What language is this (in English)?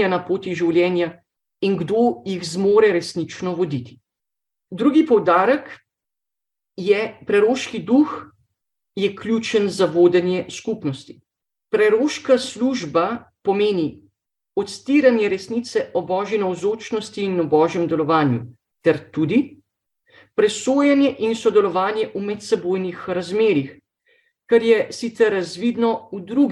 Slovenian